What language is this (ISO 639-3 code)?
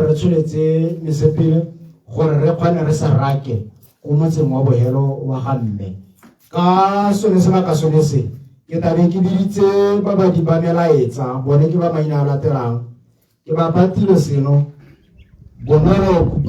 tsn